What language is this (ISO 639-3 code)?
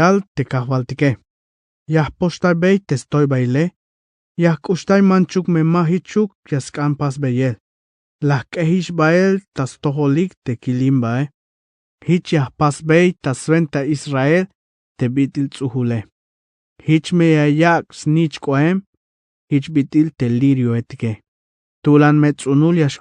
tzh